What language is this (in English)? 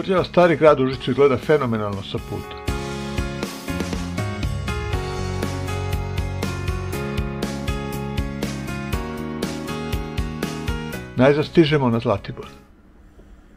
Serbian